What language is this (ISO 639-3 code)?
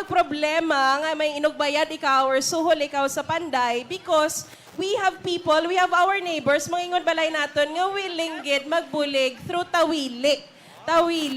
hil